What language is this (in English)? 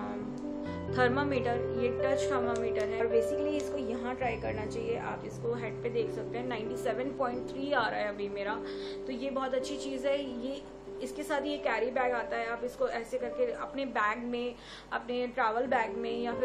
Hindi